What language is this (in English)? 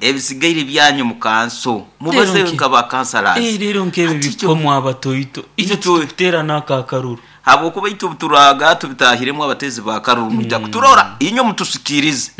Nyoro